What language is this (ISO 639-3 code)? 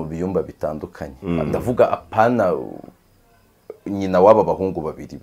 kin